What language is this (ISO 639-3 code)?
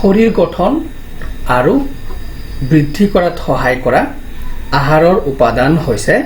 asm